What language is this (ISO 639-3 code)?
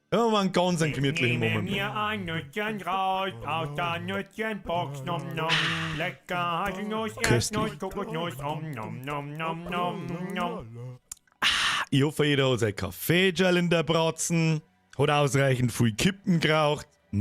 bar